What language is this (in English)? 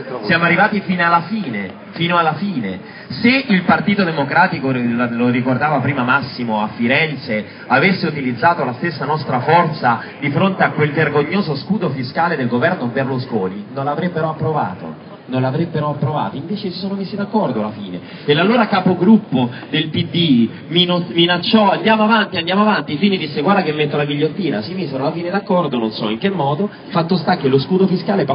Italian